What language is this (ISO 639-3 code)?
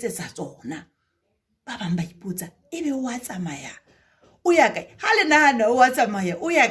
sot